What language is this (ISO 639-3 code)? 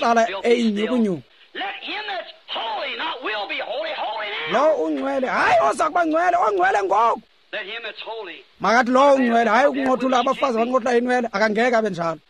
xho